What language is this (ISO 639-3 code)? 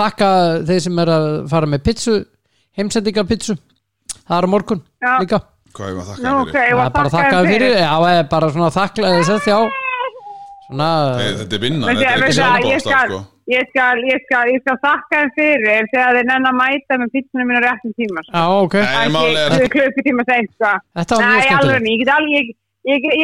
isl